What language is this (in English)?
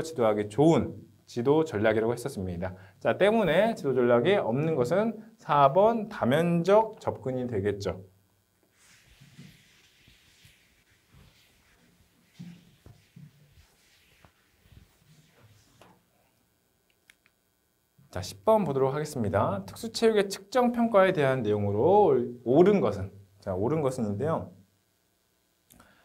Korean